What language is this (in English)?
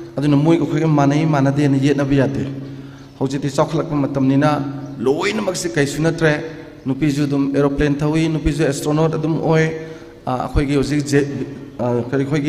Manipuri